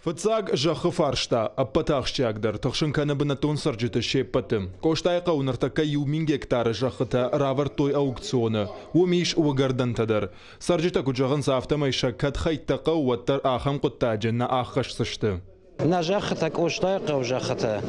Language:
Ossetic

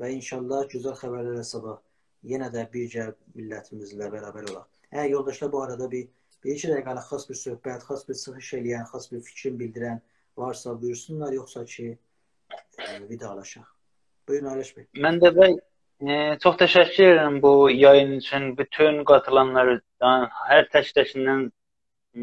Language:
South Azerbaijani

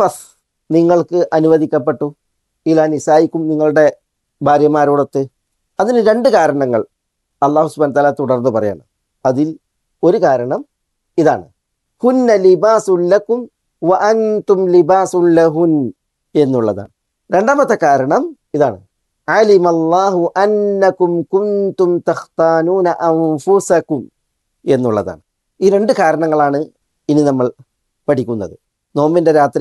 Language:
Malayalam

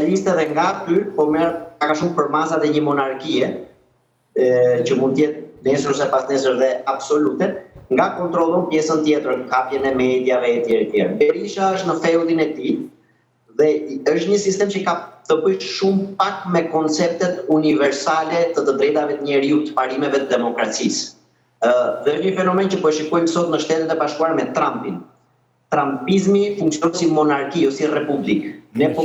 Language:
Albanian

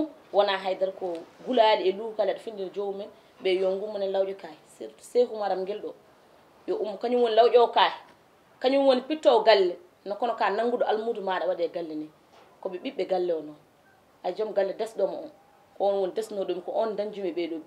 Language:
Fula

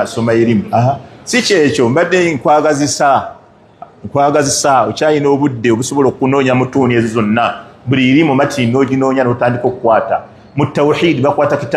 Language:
Ganda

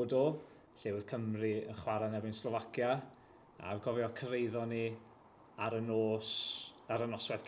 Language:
Welsh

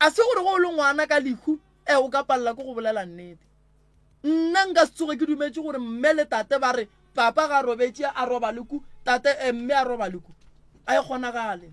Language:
Northern Sotho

